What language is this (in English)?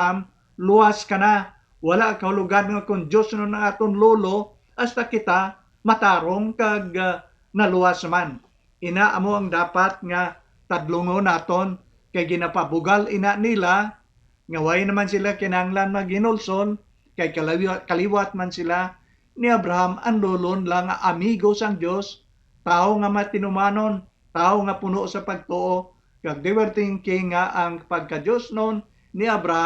Hiligaynon